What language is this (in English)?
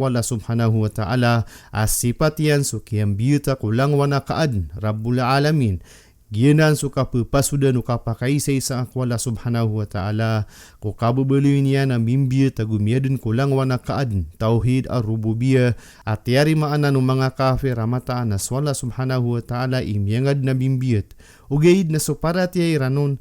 Maranao